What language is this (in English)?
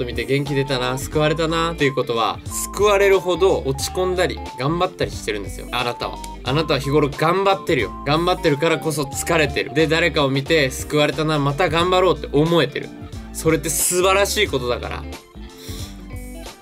Japanese